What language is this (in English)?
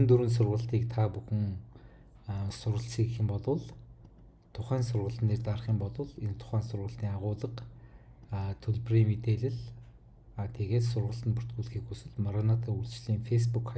Mongolian